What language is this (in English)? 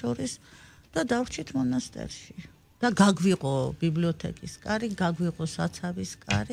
Georgian